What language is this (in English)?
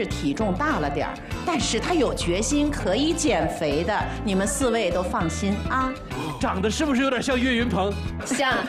Chinese